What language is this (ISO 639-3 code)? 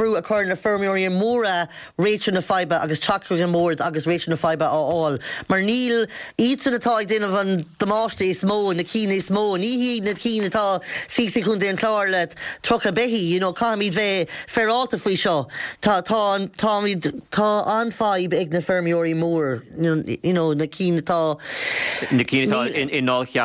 gle